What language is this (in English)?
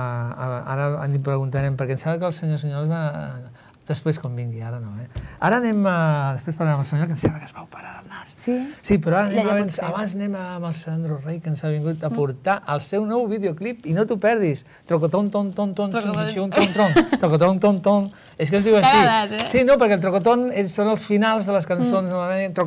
Catalan